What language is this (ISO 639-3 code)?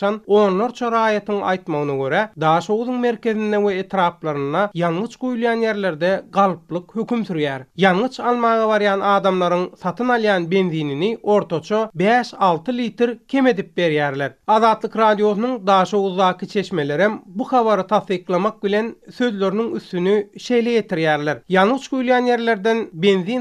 tuk